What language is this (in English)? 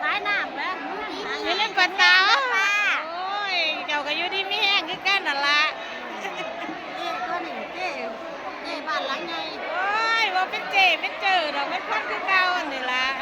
Lao